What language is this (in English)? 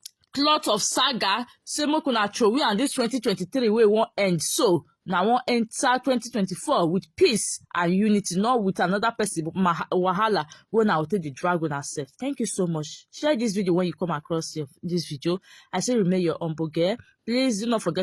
Nigerian Pidgin